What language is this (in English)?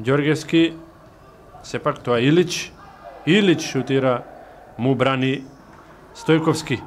Macedonian